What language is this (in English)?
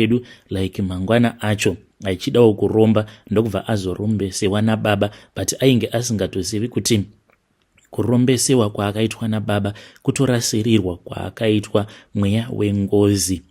Shona